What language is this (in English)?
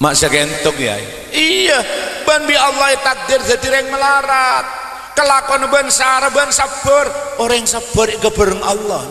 Madurese